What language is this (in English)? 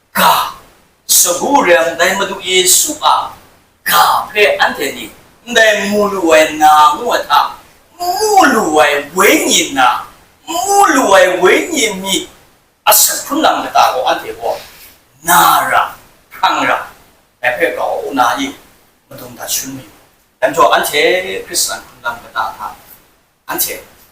Kachin